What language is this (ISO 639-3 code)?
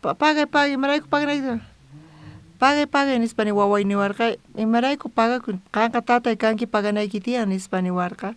quh